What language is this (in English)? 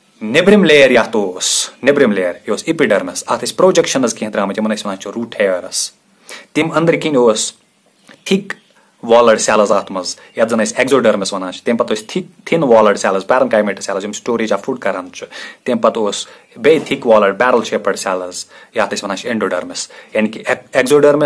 Kashmiri